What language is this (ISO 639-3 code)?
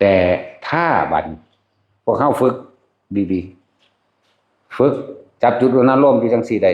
tts